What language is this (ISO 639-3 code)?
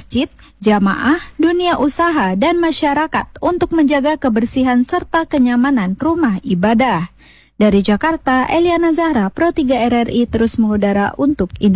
ind